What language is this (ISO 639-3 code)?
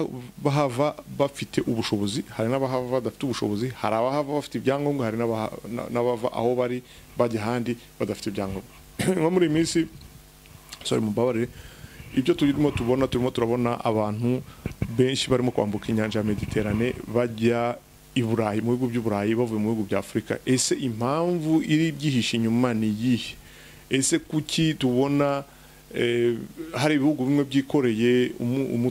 kin